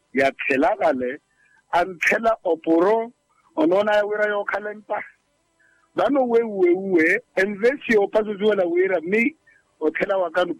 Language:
Makhuwa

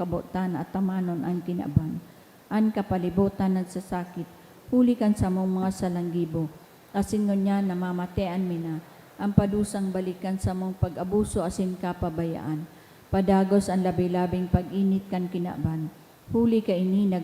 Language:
Bikol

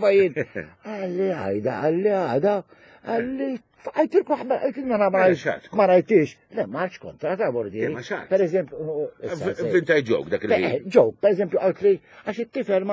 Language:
Maltese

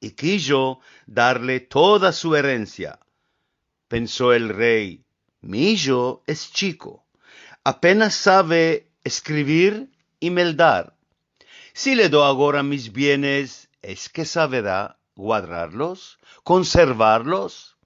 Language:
Ladino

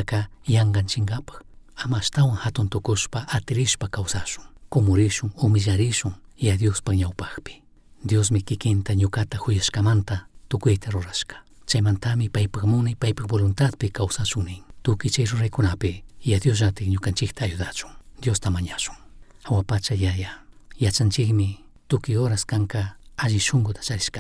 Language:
Chimborazo Highland Quichua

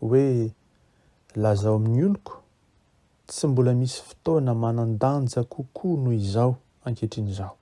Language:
Malagasy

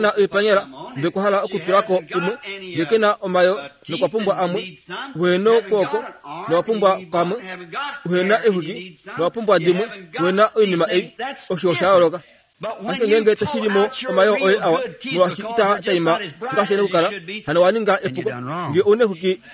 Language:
Kuanyama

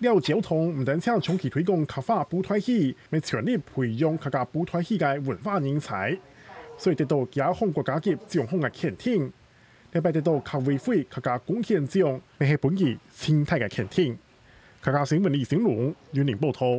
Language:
Hakka Chinese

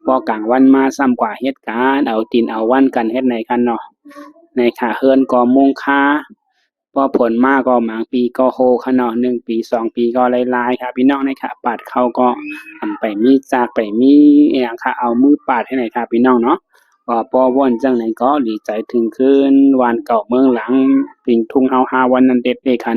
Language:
Shan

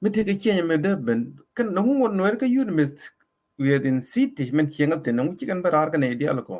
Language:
Nuer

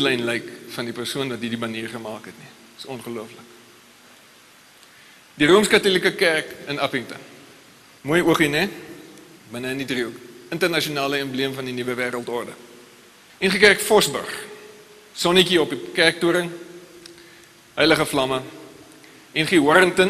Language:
Afrikaans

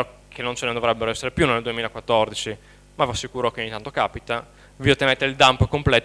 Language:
Italian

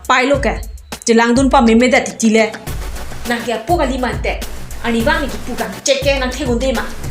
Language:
Karbi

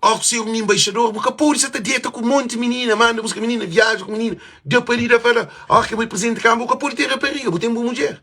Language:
Kabuverdianu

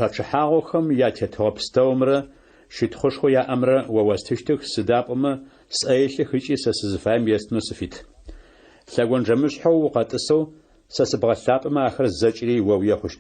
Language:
Adyghe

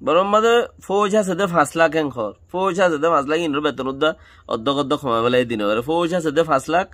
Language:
Rohingya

